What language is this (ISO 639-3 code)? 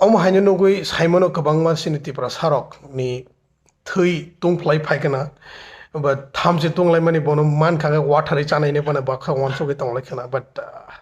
trp